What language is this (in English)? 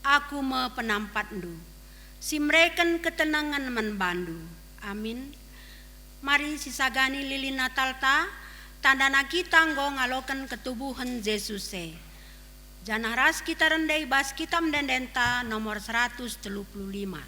Batak Karo